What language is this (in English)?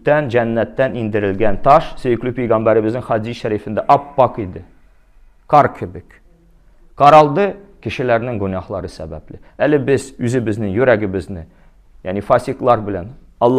Tatar